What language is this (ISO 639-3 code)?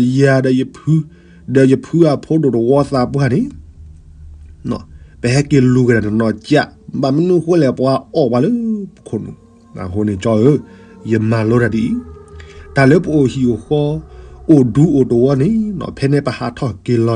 ksw